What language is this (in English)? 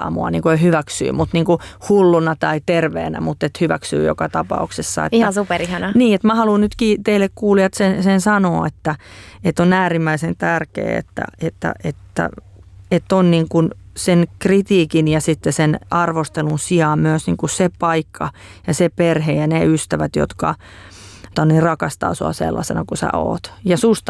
Finnish